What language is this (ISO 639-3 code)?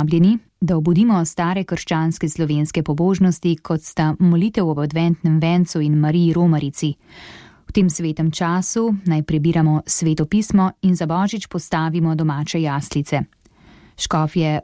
slv